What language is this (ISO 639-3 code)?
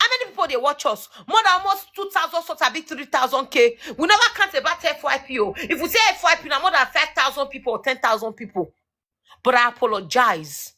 pcm